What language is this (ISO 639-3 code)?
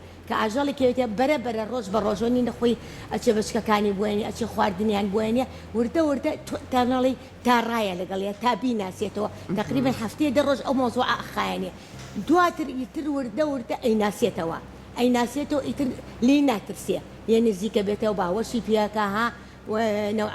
ckb